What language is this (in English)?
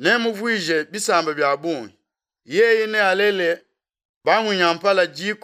Luba-Lulua